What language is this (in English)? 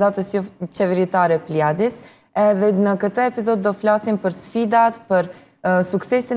Albanian